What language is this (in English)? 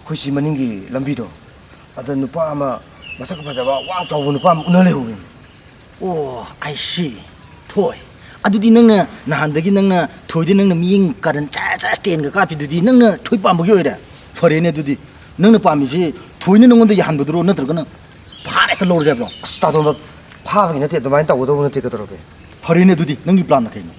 Manipuri